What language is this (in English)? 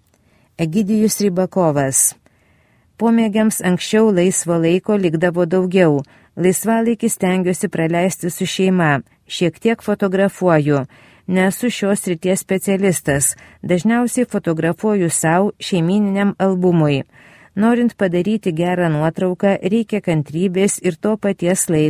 Lithuanian